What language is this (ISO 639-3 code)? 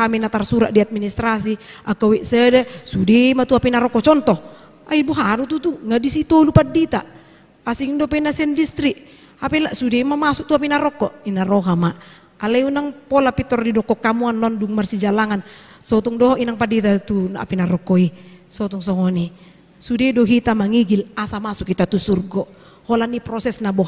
bbc